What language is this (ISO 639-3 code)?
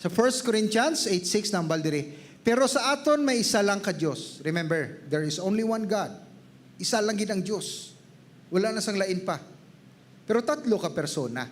hil